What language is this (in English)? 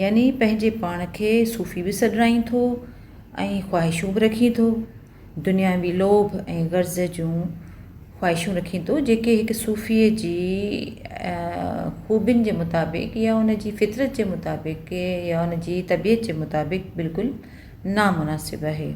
Sindhi